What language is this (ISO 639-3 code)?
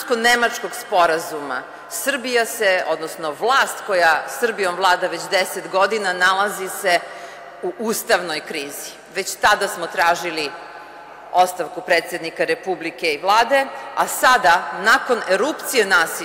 srp